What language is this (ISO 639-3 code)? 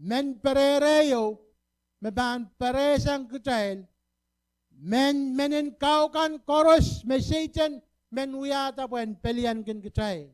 pon